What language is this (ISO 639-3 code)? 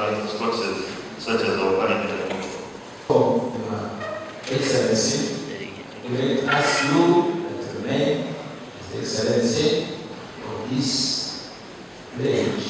nyn